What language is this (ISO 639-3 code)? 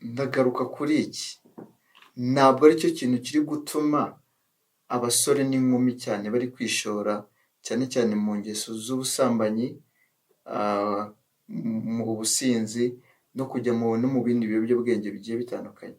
kin